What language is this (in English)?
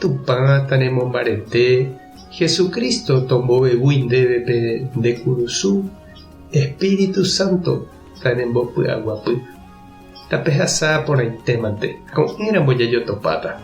Guarani